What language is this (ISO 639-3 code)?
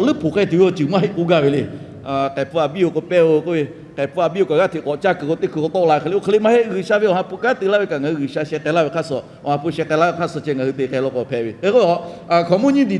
lhu